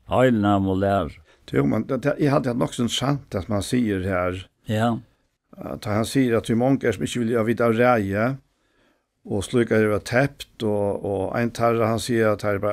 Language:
Faroese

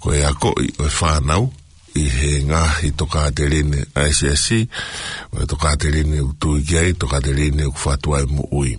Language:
Tongan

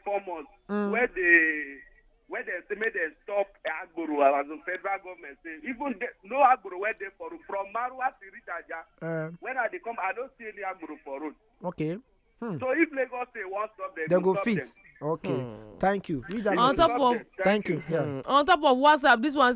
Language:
Nigerian Pidgin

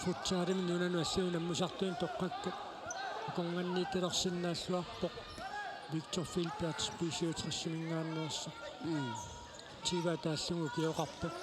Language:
Kalaallisut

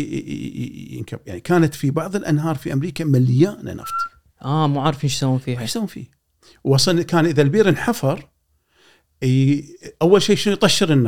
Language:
Gulf Arabic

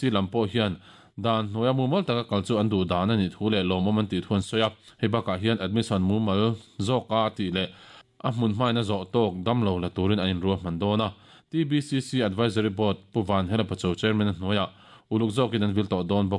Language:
Mizo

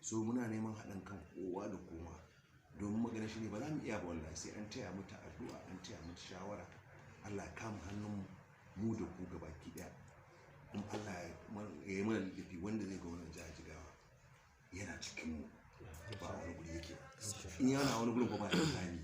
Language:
Hausa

